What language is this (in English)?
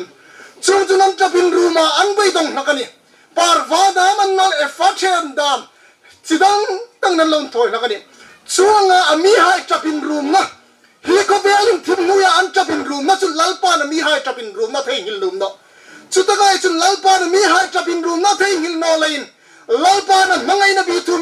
Hmar